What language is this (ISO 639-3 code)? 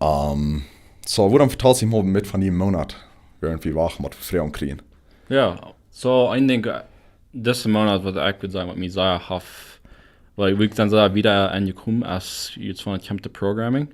pdt